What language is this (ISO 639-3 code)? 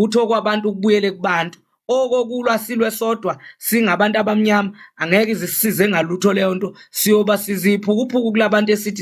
zul